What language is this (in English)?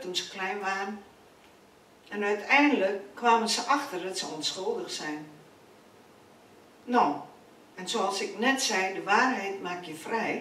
Dutch